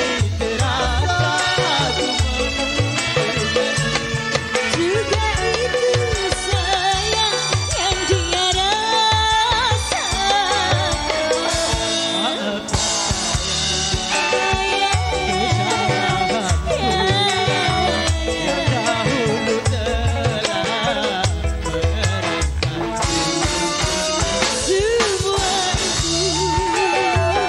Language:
Indonesian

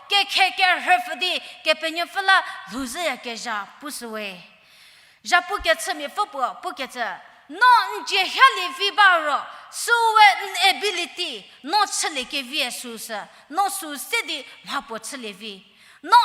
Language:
Angami Naga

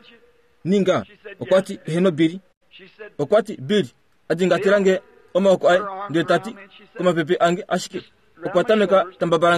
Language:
Kuanyama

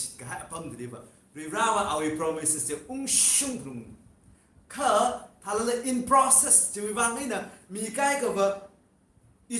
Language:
Tangkhul Naga (India)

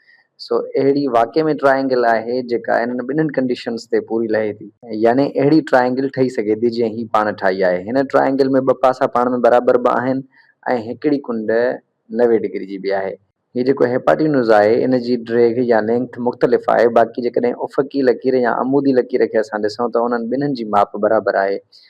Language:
Sindhi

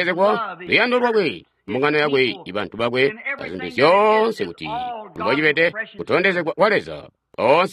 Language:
Tonga (Zambia)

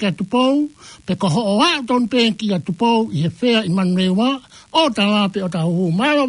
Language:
Tongan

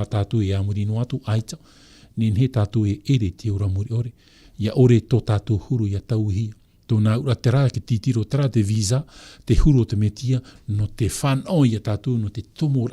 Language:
Tahitian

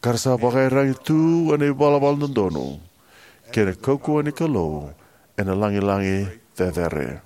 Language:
Fijian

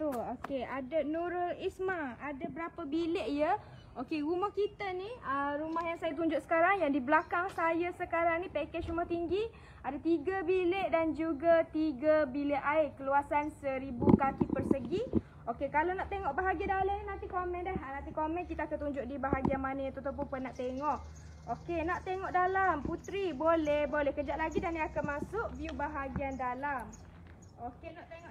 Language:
Malay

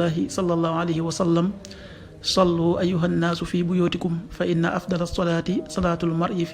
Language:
Wolof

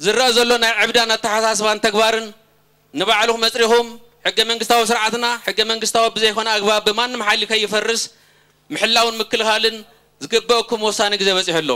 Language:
Tigrinya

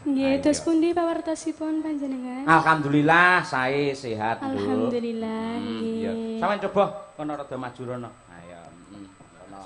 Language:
Javanese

